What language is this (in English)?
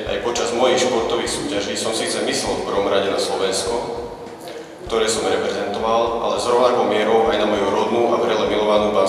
Slovak